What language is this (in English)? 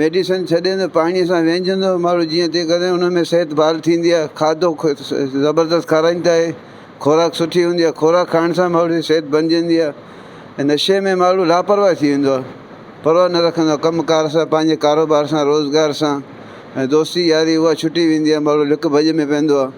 Sindhi